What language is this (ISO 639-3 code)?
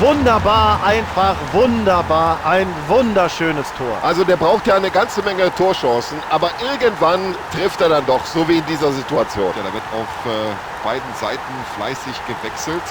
bar